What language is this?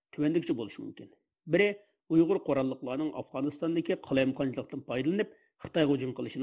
Uyghur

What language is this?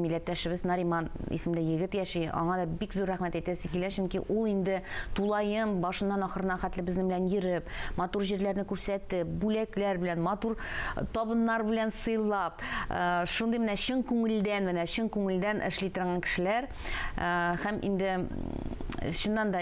Tatar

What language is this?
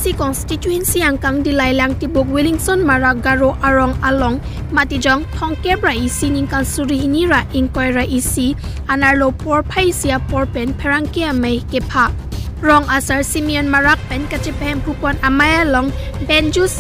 Karbi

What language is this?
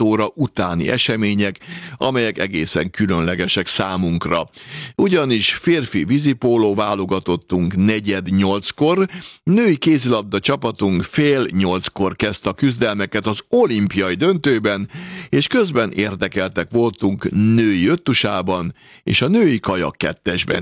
Hungarian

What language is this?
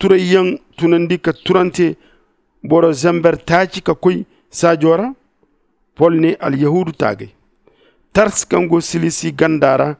Zarma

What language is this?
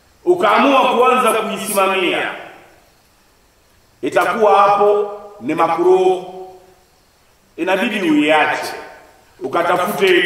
Swahili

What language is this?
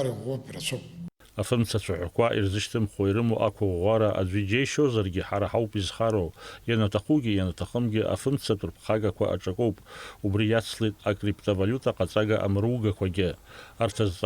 Abkhazian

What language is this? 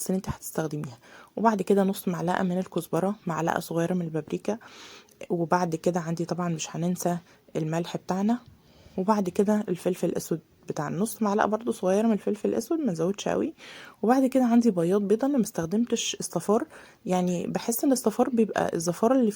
Egyptian Arabic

